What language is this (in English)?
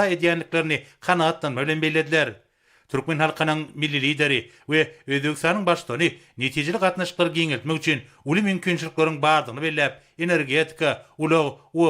Turkmen